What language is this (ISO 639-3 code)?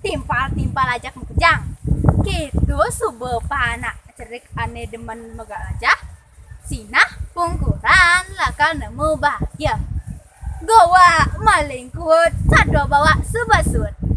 ban